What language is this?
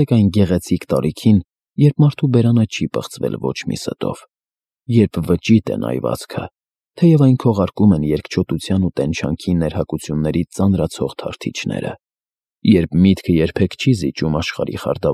Armenian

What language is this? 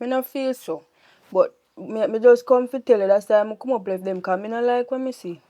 Jamaican Creole English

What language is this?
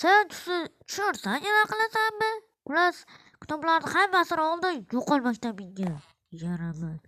Uzbek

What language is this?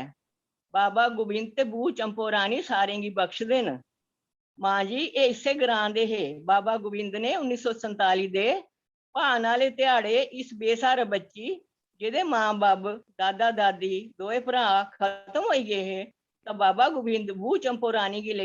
Dogri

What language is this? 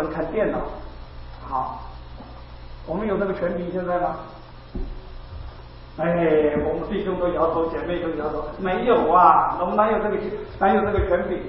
Chinese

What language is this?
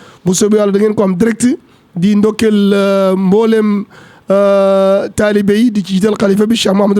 Wolof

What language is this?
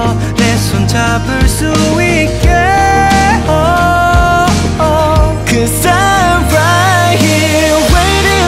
Korean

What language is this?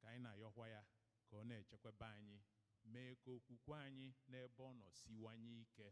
Igbo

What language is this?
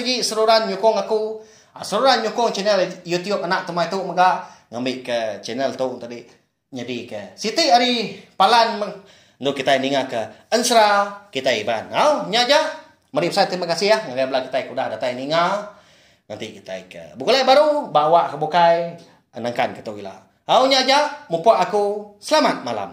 Iban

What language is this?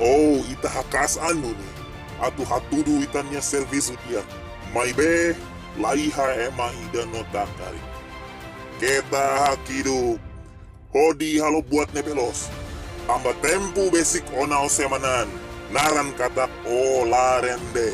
Tetum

